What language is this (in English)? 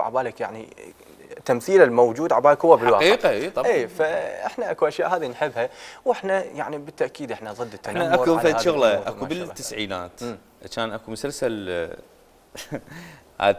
Mesopotamian Arabic